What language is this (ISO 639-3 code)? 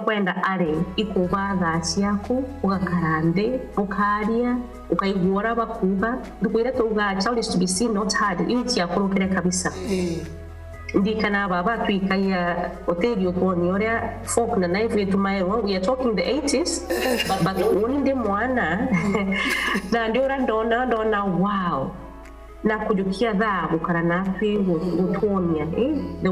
mer